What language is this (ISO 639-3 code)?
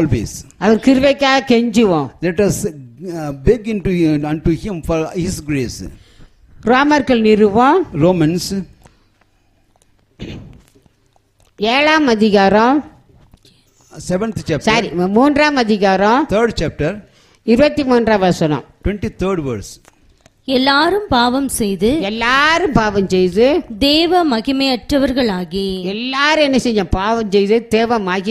tam